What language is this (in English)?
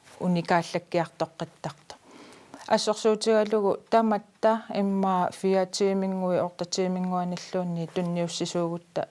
Kalaallisut